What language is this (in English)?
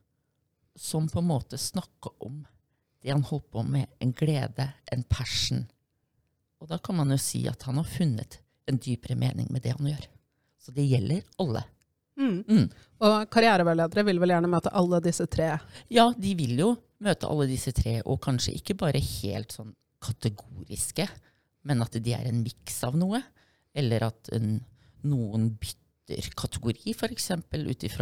Norwegian